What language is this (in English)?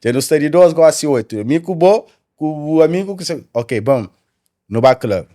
Kabuverdianu